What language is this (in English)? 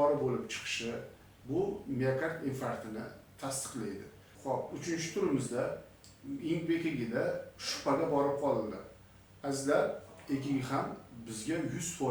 Uzbek